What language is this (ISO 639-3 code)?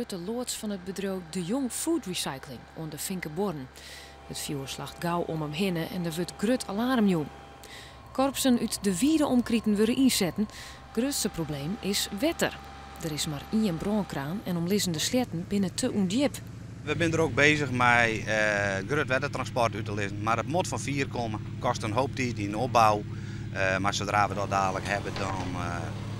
fry